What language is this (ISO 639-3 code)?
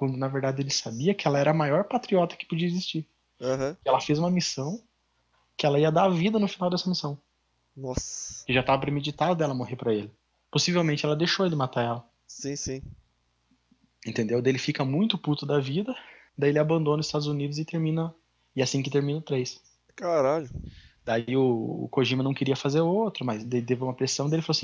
por